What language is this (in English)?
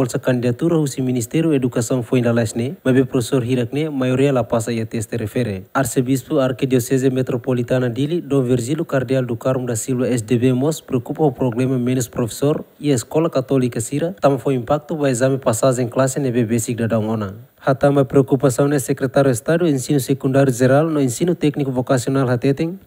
Tetum